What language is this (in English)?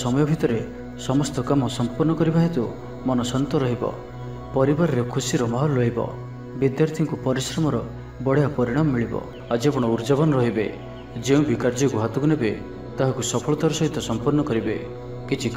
Odia